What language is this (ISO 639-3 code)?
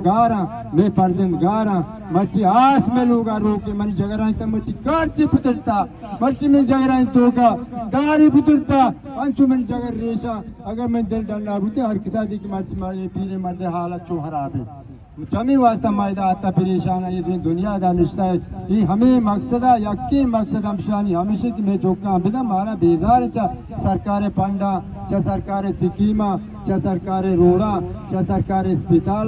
bal